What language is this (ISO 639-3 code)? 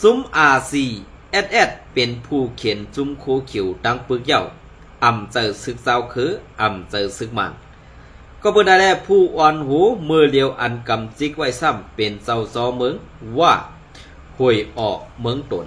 shn